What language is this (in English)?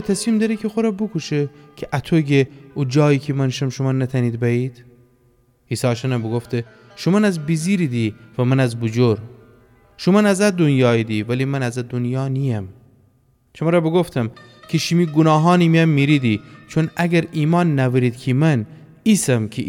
Gilaki